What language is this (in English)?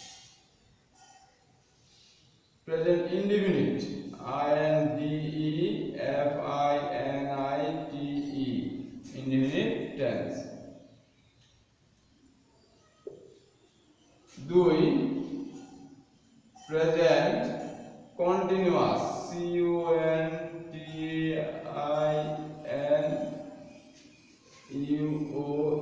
Bangla